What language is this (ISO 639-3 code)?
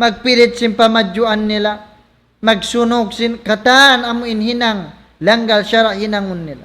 tsg